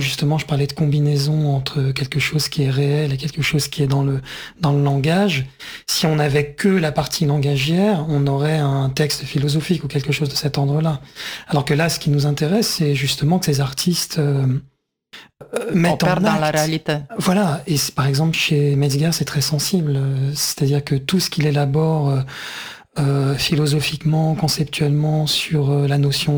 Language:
French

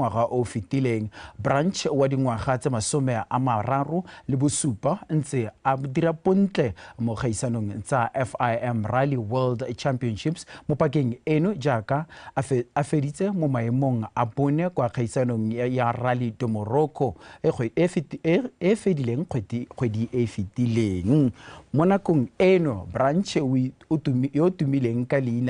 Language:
Tswana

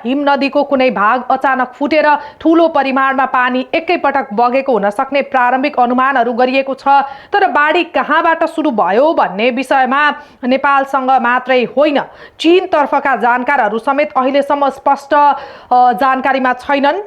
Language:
Nepali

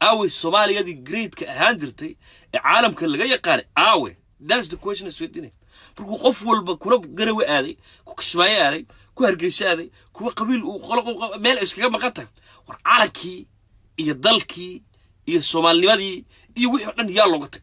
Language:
Somali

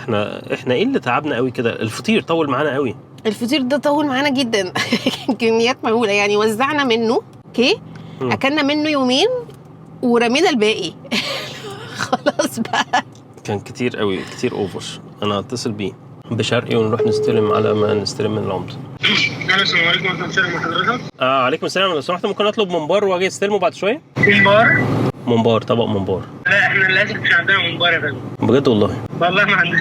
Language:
Egyptian Arabic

